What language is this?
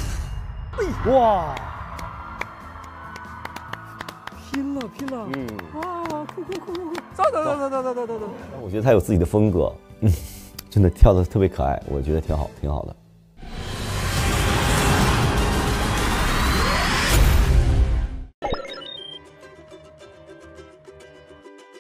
Chinese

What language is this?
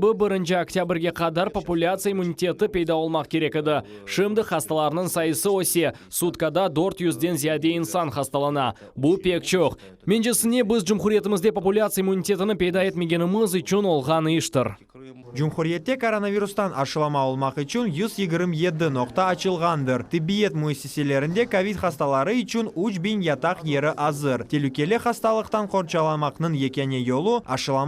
Crimean Tatar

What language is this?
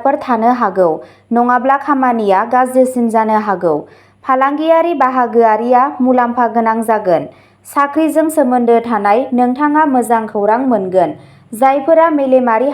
Bodo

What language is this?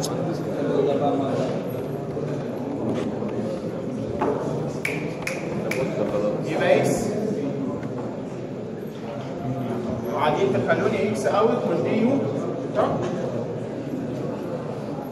Egyptian Arabic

